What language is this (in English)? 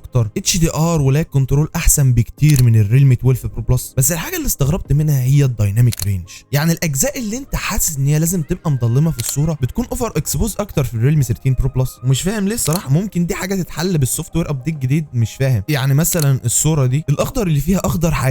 Egyptian Arabic